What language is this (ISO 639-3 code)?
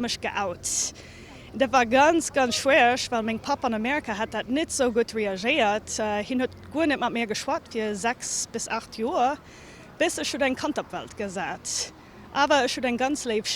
ltz